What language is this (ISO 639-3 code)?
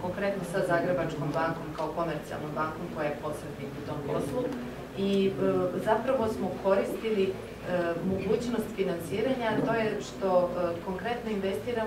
srp